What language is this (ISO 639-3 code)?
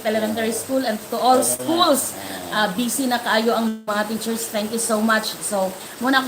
ceb